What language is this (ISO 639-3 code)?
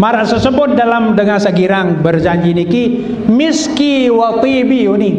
sas